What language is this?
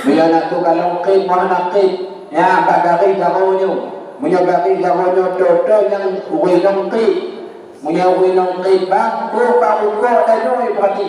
Achinese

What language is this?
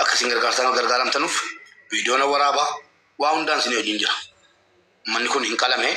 Oromo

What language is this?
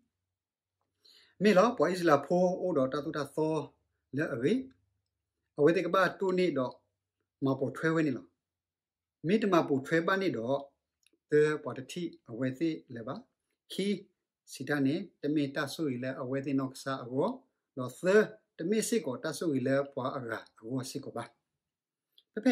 S'gaw Karen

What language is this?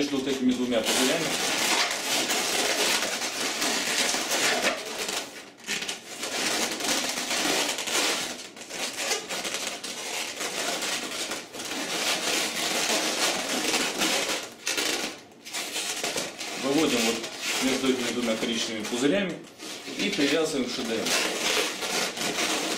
Russian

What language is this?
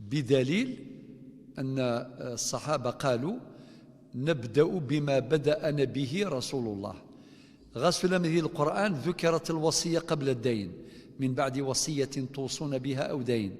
Kabyle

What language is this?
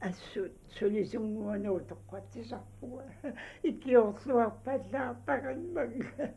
Kalaallisut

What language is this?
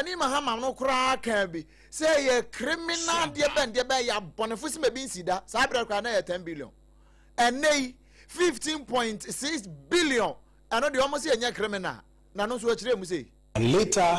Akan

